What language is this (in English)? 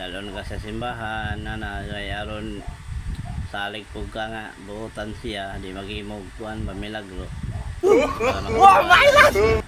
Cebuano